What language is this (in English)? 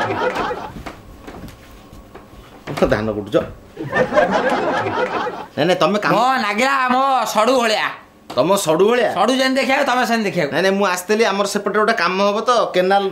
Odia